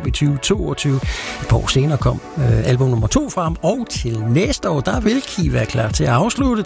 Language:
Danish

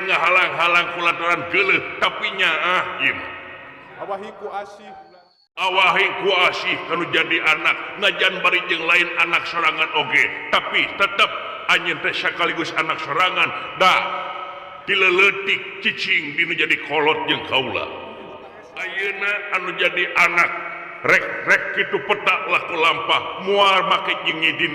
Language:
Sundanese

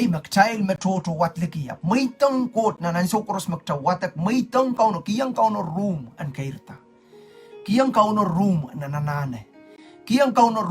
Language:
Pohnpeian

